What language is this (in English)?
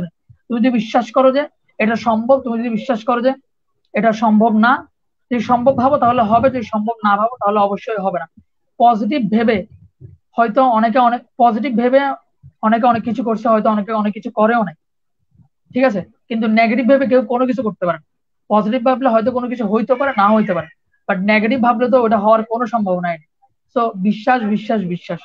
Bangla